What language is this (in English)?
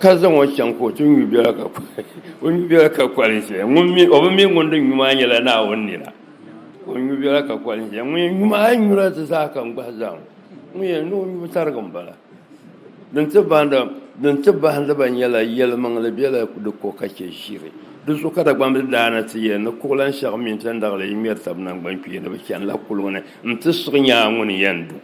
Dagbani